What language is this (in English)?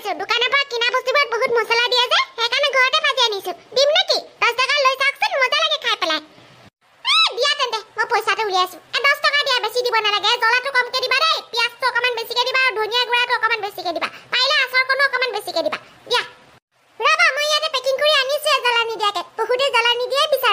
Assamese